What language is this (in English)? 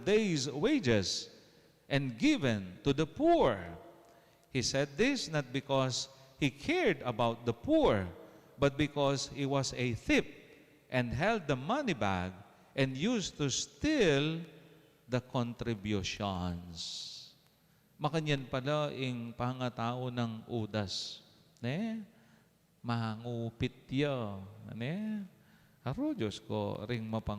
Pampanga